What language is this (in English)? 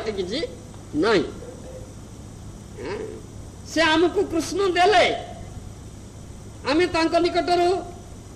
Odia